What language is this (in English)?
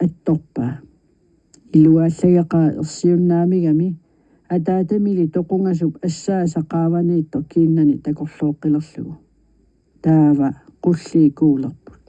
Kalaallisut